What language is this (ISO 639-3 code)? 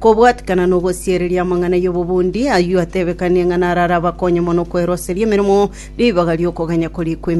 guz